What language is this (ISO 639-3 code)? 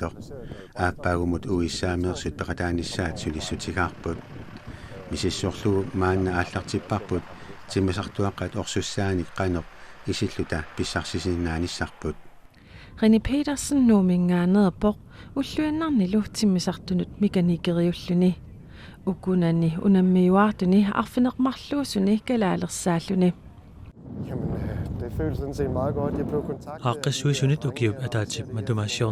kal